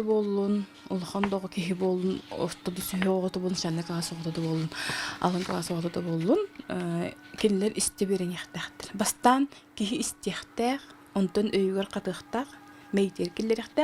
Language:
Yakut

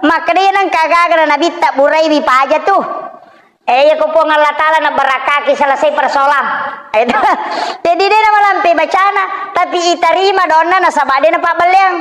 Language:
Buginese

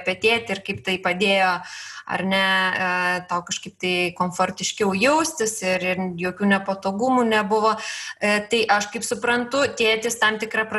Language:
Lithuanian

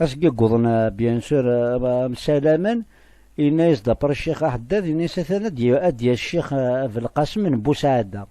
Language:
Kabyle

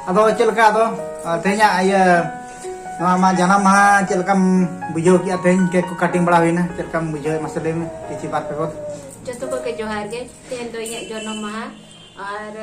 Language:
Santali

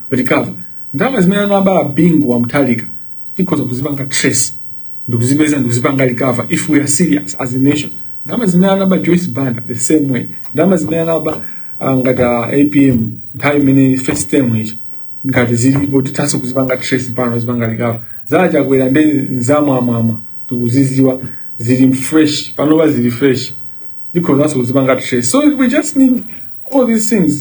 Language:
Nyanja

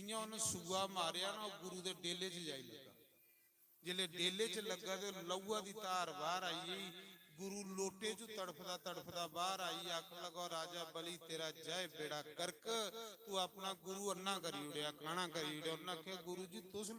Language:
Dogri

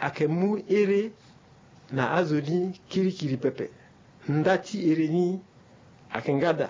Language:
Sango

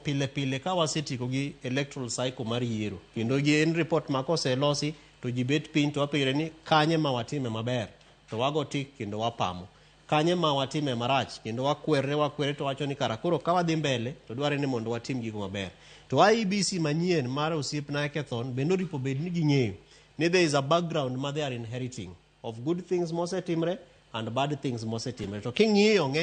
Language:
Luo (Kenya and Tanzania)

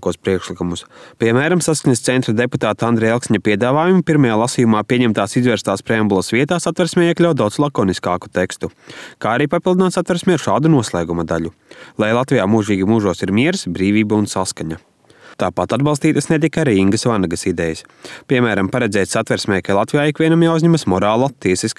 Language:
Latvian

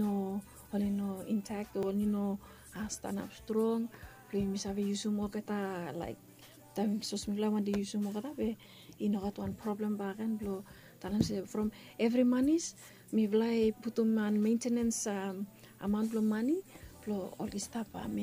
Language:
Bislama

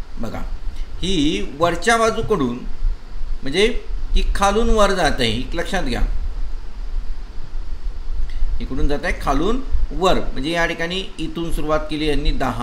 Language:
Marathi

